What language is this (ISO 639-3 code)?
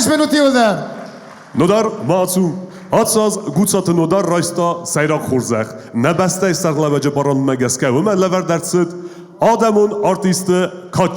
oss